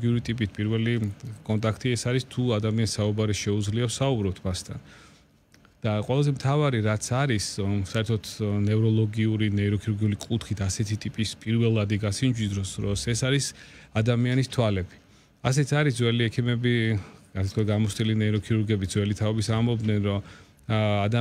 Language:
Georgian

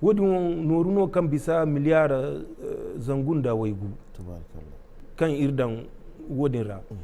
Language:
Zarma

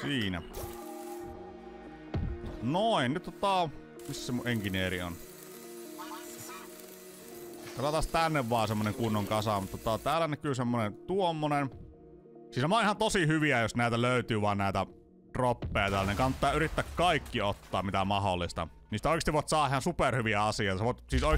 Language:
Finnish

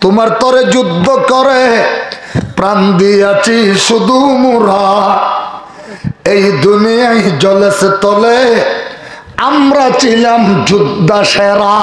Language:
Rohingya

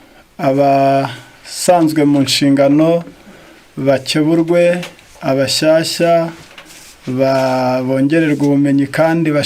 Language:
Kinyarwanda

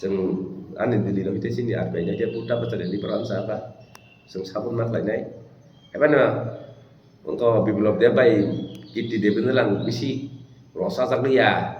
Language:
Kok Borok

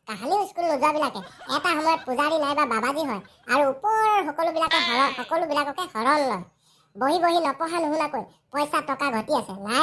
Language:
Assamese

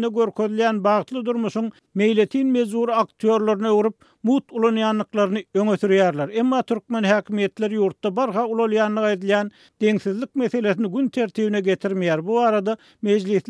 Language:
Turkmen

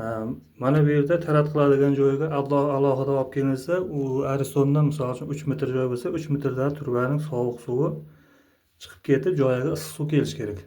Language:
Uzbek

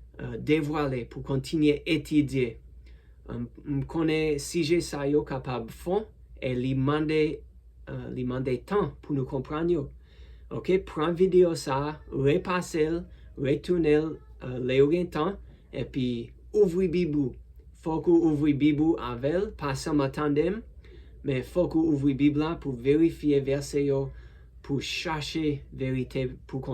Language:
Haitian Creole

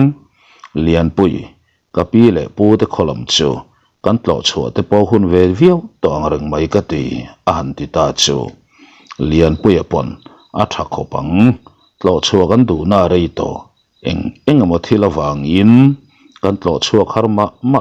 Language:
Mizo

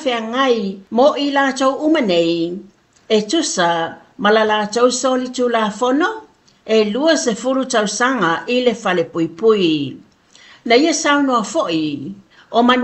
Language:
Samoan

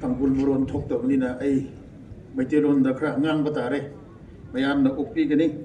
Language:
Tangkhul Naga (India)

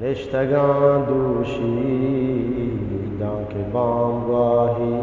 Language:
Eastern Balochi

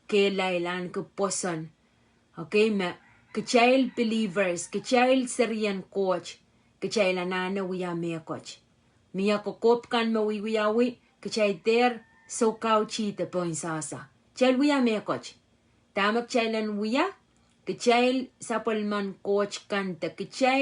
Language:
Pohnpeian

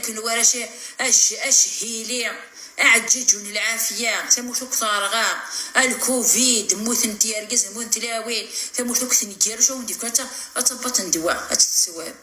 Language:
Kabyle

